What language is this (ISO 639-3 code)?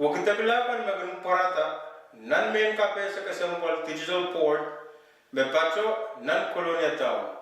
pon